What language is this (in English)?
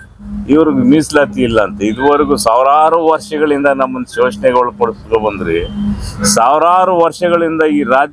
Kannada